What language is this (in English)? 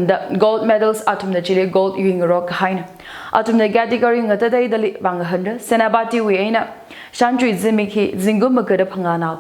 Tangkhul Naga (India)